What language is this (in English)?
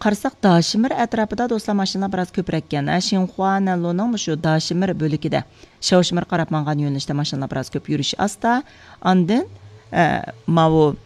Uyghur